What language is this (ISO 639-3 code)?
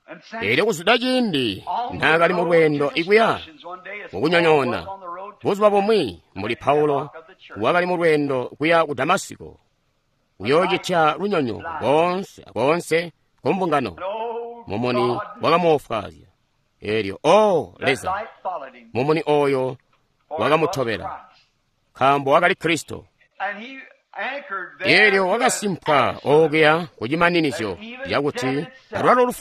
toi